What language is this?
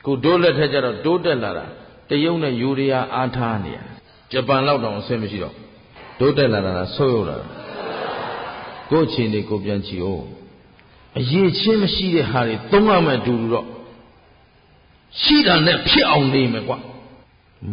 Burmese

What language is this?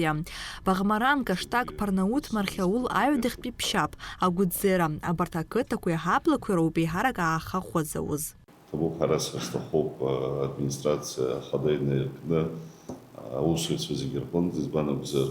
Abkhazian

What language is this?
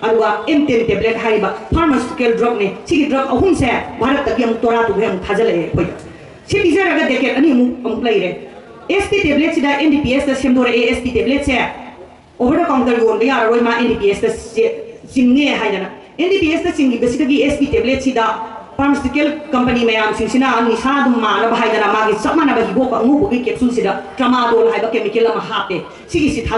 Manipuri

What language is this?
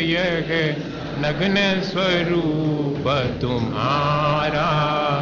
Hindi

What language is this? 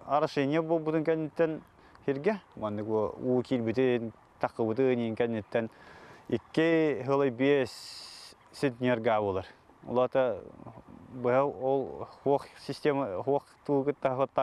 Yakut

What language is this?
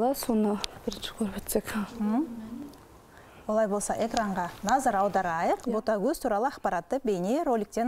Kazakh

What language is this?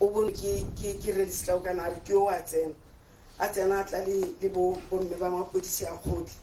Tswana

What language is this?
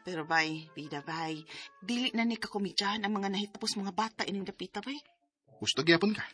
Cebuano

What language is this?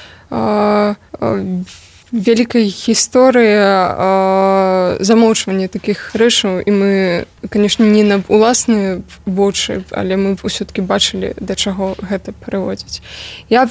Belarusian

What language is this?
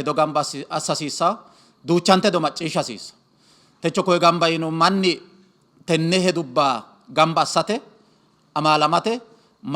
Sidamo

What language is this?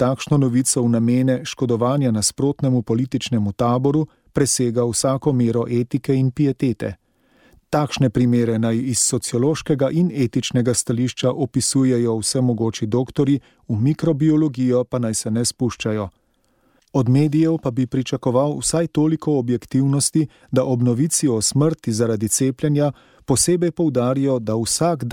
Slovenian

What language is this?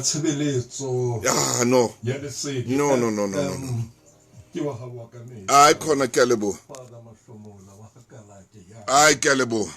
Southern Sotho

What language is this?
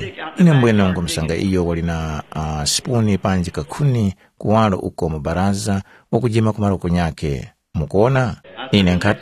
Tumbuka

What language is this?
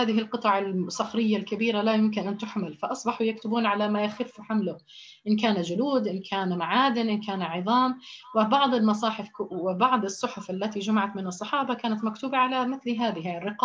Arabic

